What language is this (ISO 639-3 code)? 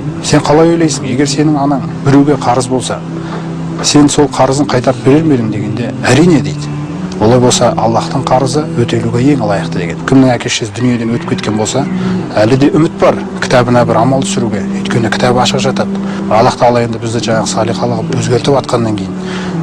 kaz